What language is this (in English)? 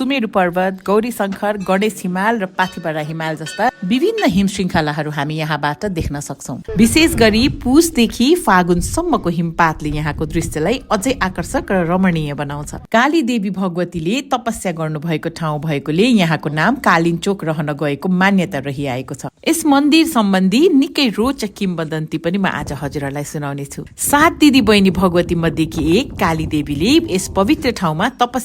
Nepali